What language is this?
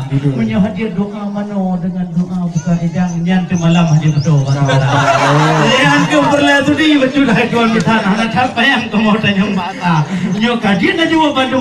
Achinese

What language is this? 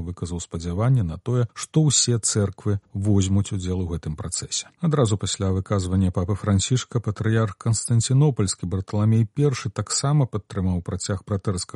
Belarusian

